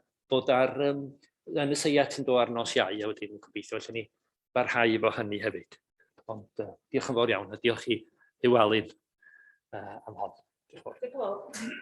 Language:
Welsh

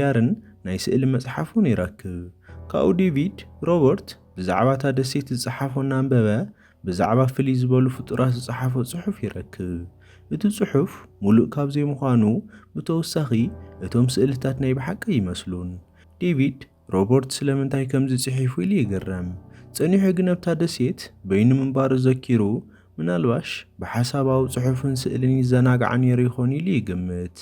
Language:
Tigrinya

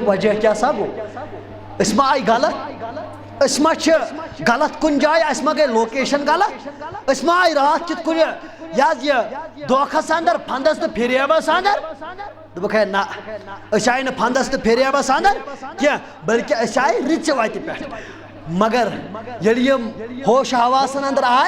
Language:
Kashmiri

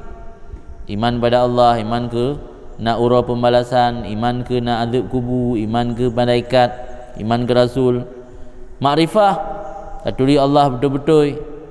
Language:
Achinese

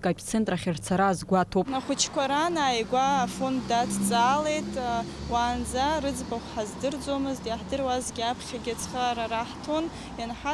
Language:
Abkhazian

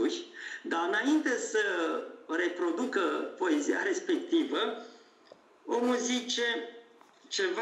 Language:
Romanian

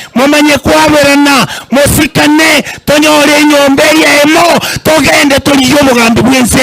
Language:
Gusii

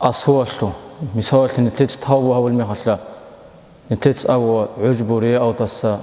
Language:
Avaric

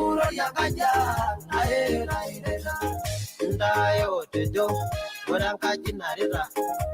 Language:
Masai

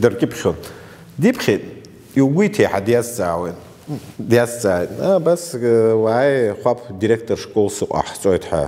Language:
Abkhazian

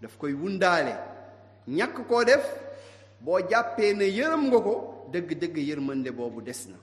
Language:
Wolof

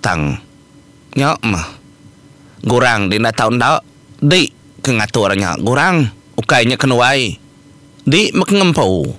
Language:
Iban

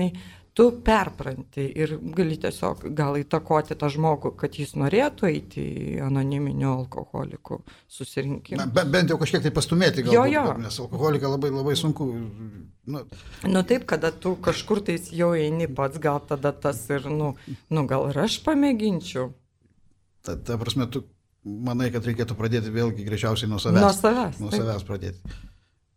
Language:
Lithuanian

